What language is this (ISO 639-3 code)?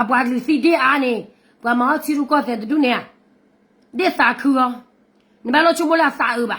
ksw